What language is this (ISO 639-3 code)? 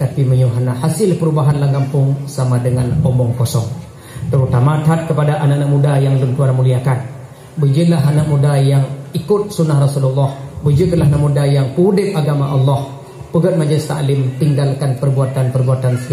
ace